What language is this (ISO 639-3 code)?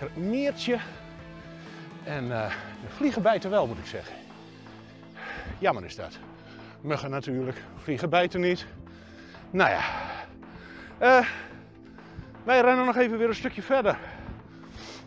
nld